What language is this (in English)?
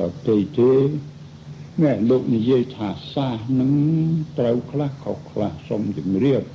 Khmer